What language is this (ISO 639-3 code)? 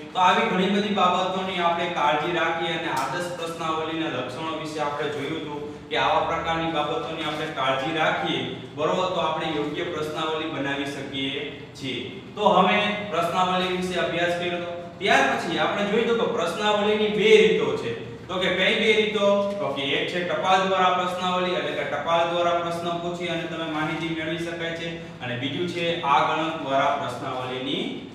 guj